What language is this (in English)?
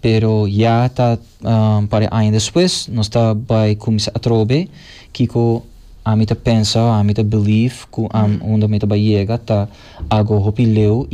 Papiamento